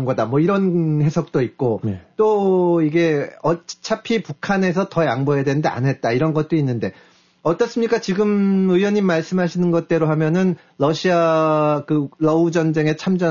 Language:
Korean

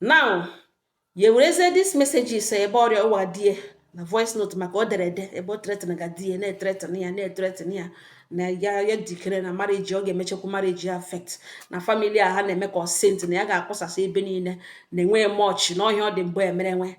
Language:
Igbo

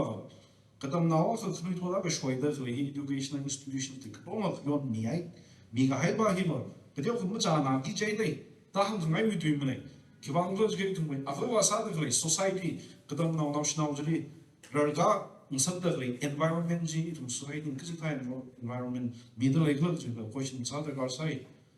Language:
Tangkhul Naga (India)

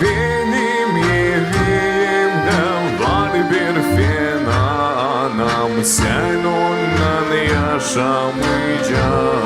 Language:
Gagauz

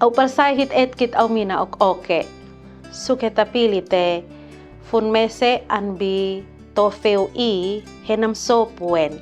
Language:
Kupang Malay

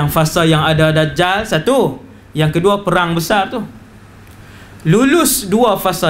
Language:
Malay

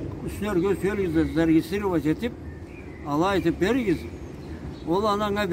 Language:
Karachay-Balkar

